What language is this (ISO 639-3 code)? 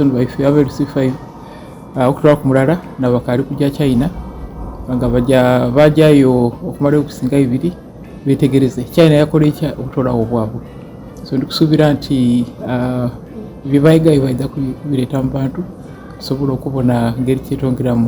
xog